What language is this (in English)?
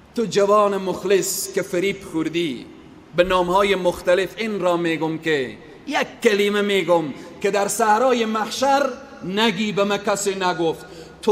Persian